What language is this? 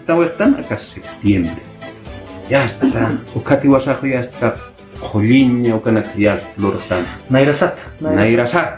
Aymara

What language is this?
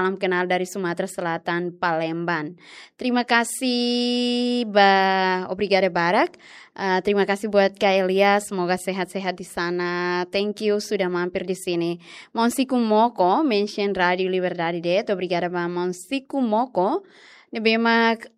Tetum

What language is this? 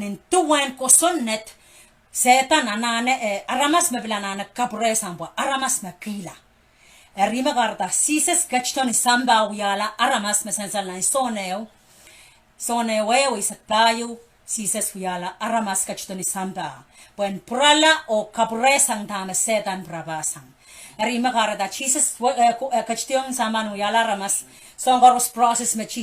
Pohnpeian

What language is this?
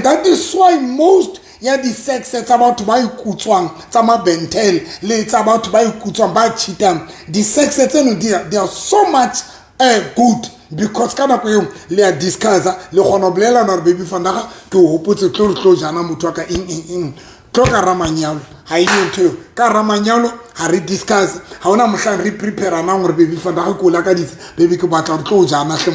Southern Sotho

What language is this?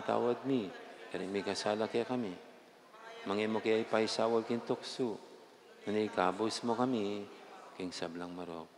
Pampanga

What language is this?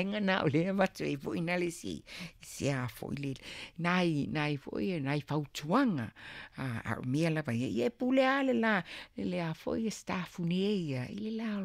Samoan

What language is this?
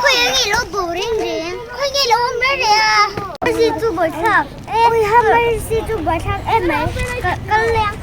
Mizo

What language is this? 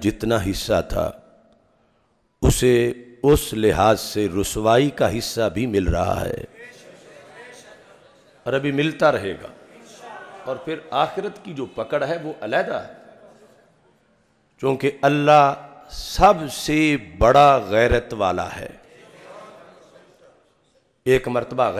Urdu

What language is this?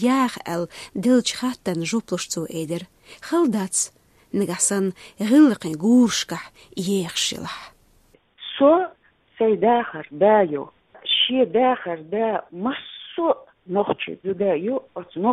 Chechen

